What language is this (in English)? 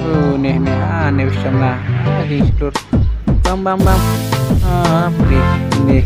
Khasi